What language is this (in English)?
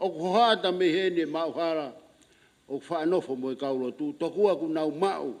Tongan